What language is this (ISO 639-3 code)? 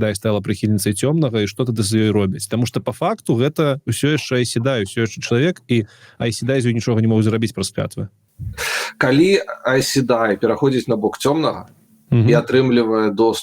bel